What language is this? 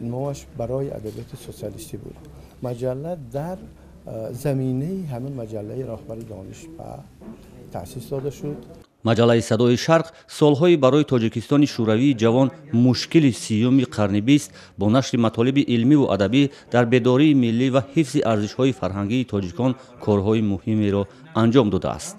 Tajik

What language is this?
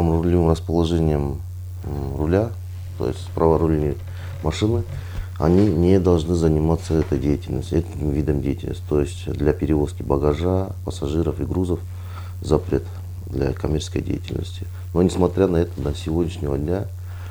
Russian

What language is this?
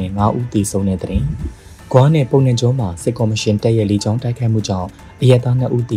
Burmese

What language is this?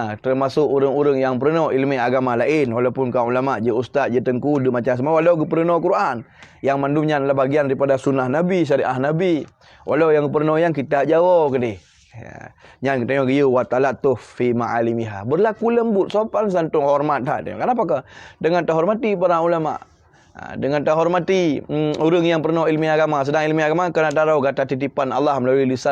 Achinese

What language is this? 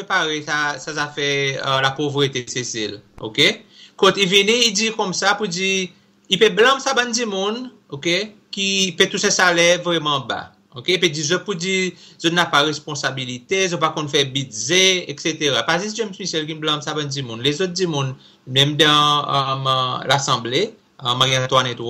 Seselwa Creole French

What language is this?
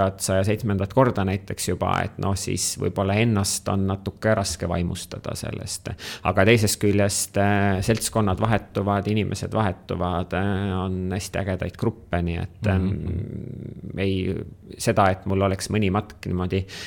Estonian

